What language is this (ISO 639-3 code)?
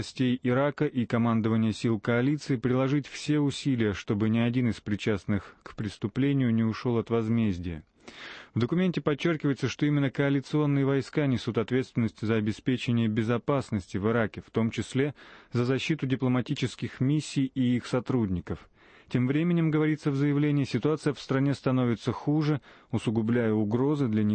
rus